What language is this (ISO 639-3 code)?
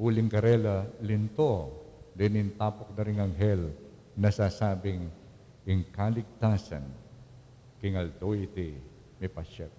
pam